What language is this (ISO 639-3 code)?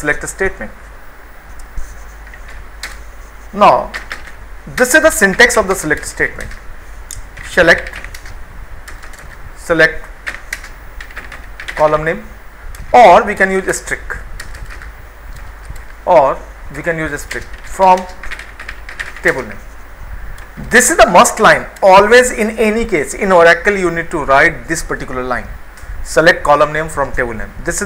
eng